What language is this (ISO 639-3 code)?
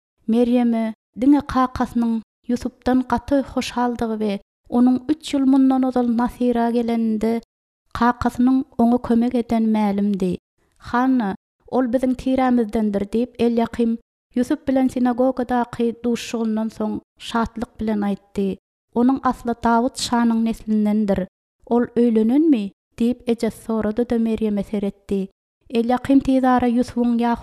tuk